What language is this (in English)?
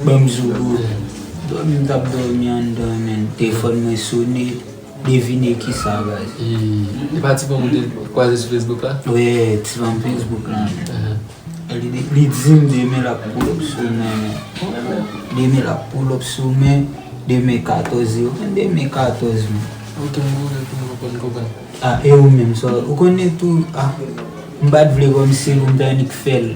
Haitian Creole